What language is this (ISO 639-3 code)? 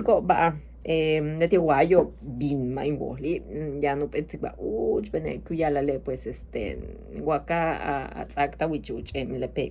yua